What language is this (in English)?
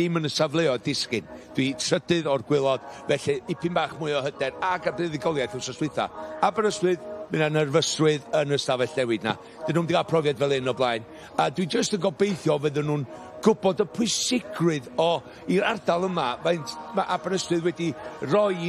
Welsh